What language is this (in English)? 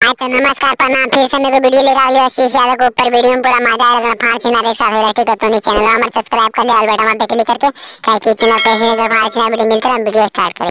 Magahi